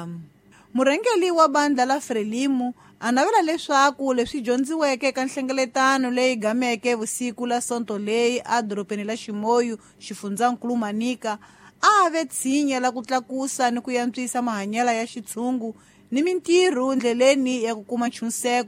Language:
Tsonga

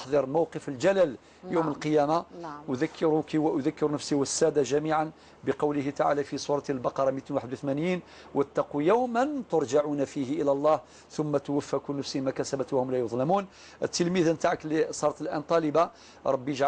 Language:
Algerian Arabic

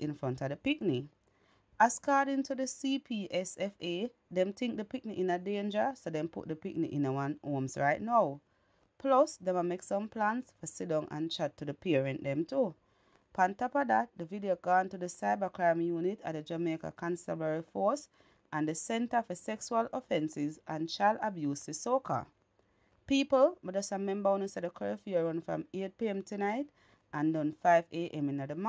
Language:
Jamaican Creole English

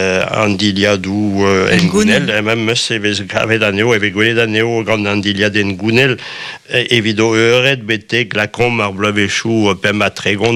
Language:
Breton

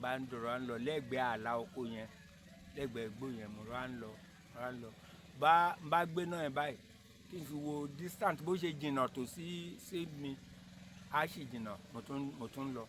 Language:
Yoruba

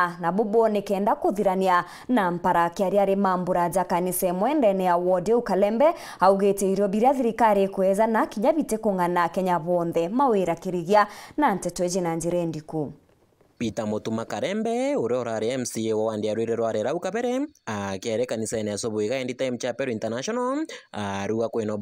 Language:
Meru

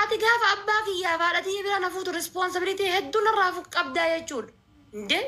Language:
Oromo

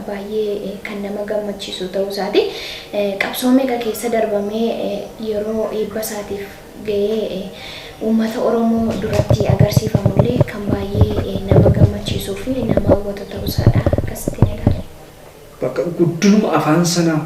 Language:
Oromo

